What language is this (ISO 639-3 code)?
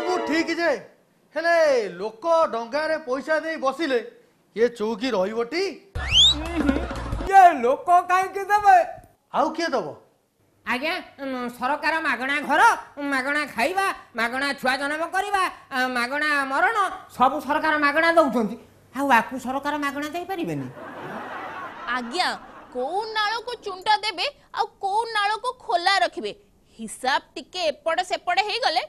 ori